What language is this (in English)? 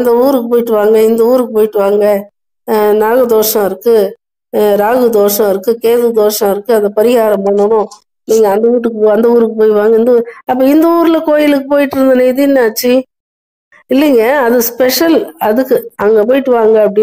Tamil